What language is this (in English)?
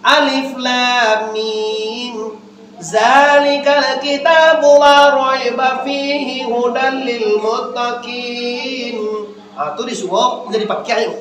Minangkabau